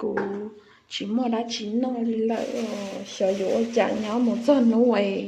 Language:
Hmong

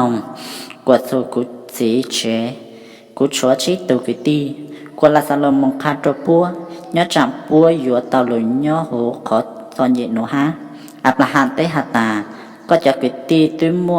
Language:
Hmong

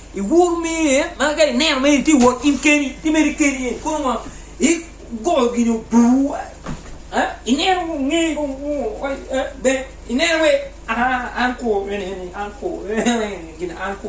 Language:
Acoli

